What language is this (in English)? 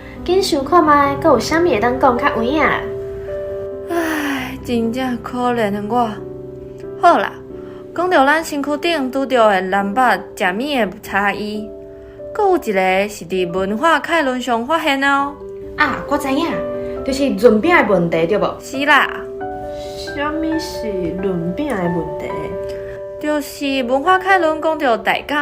Min Nan Chinese